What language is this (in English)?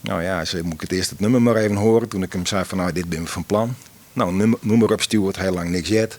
Western Frisian